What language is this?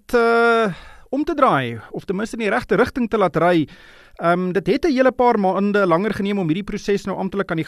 Afrikaans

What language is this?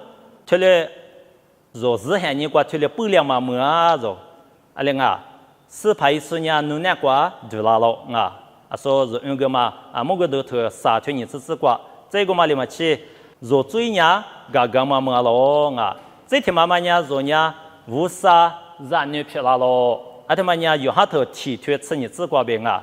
Lisu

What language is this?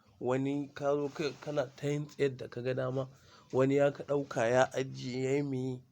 Hausa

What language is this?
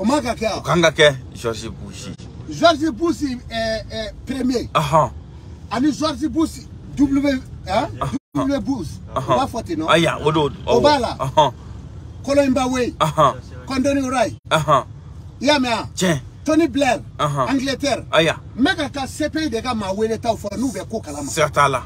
Bambara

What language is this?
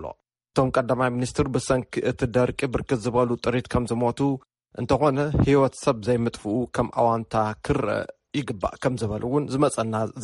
Tigrinya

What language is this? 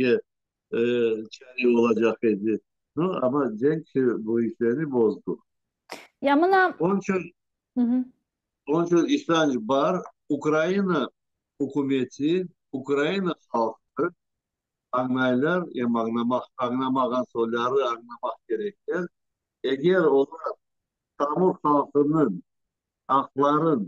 Crimean Tatar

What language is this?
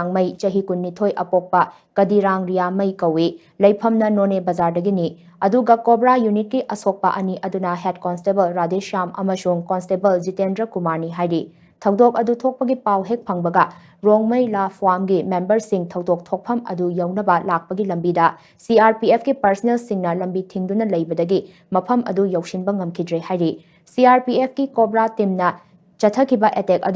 Manipuri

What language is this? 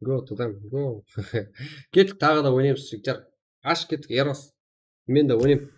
Kara-Kalpak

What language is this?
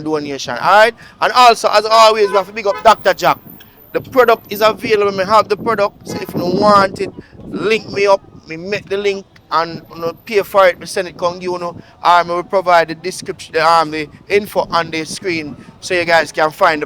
Jamaican Creole English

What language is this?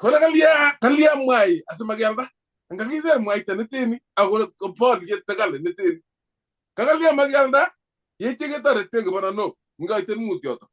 Kalenjin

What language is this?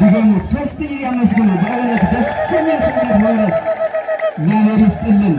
Amharic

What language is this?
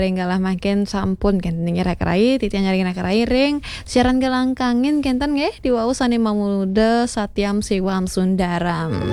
Balinese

